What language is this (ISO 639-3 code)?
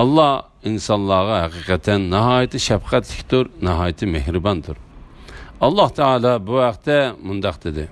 uig